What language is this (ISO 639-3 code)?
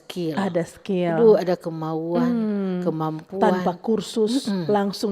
xmm